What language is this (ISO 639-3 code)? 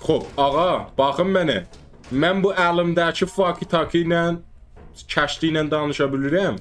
azb